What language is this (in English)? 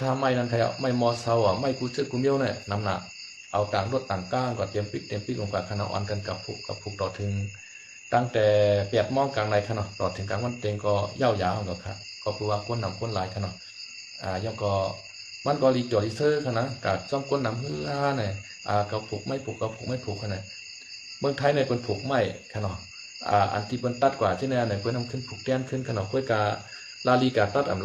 Shan